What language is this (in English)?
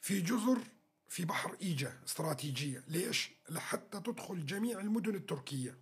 North Levantine Arabic